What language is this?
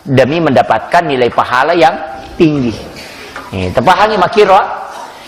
Buginese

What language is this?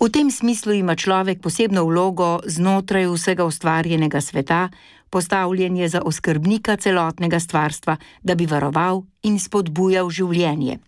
Slovenian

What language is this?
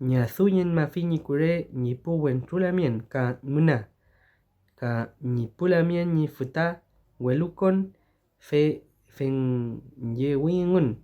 Mapuche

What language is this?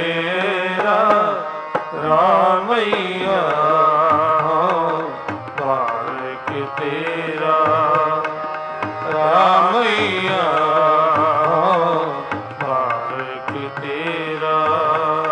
Punjabi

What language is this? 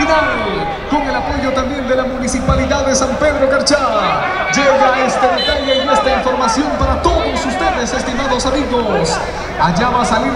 Spanish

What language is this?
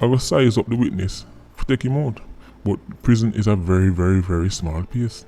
Jamaican Creole English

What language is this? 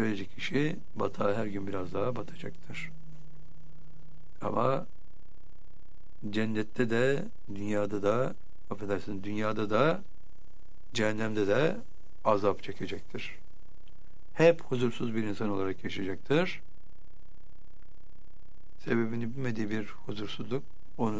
Turkish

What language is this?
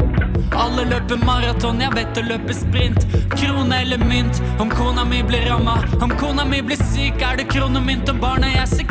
Norwegian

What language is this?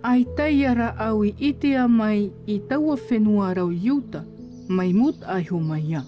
Tahitian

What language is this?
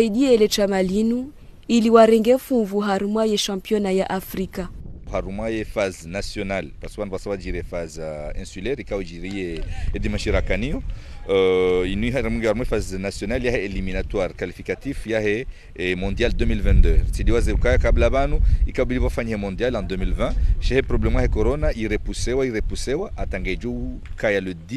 Ngazidja Comorian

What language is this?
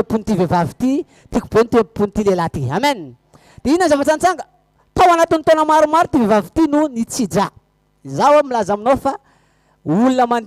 Malagasy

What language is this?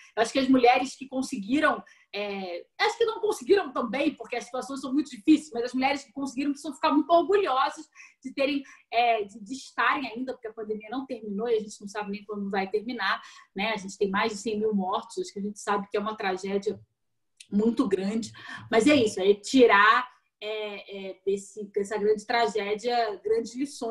Portuguese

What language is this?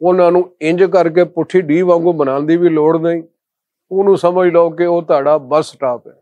Western Panjabi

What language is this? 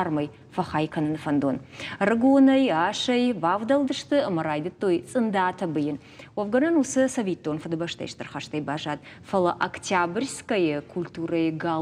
Ossetic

